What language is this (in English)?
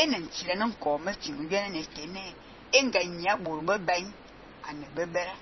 Fang